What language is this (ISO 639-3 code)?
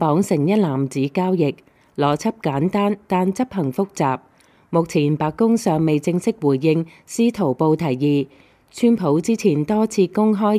yue